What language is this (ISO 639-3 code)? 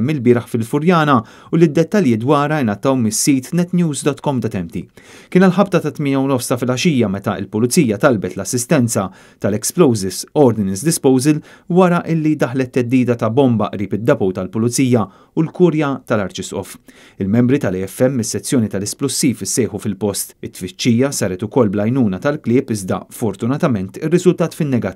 mlt